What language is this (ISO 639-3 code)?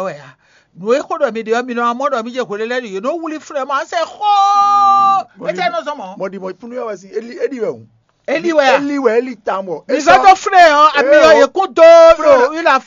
fon